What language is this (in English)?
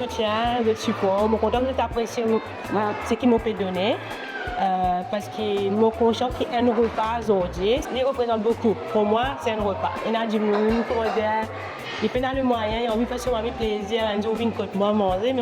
Morisyen